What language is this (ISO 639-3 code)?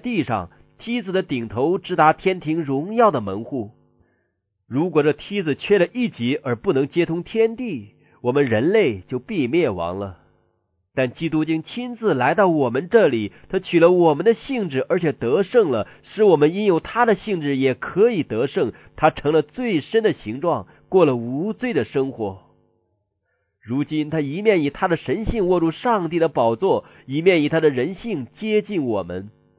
zho